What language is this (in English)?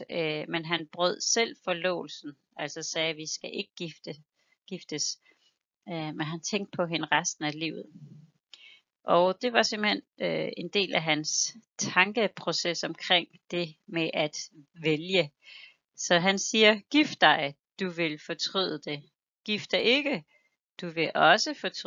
Danish